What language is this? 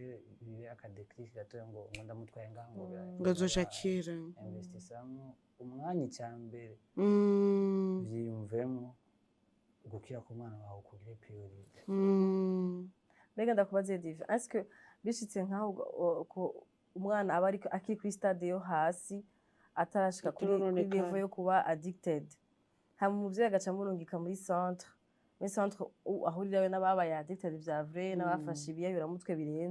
Rundi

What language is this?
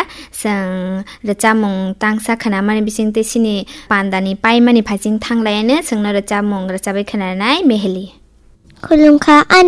Kok Borok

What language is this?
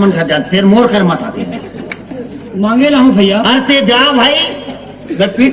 Chhattisgarhi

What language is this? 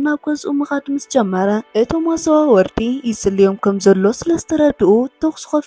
Tigrinya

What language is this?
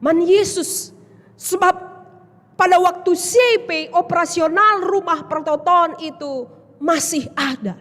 Batak Karo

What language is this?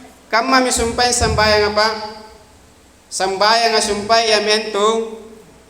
Makasar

